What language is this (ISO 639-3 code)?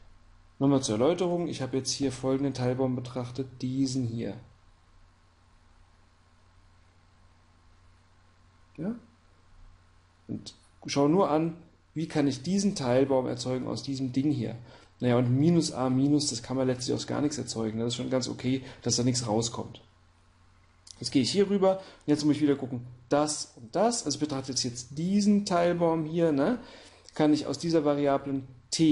deu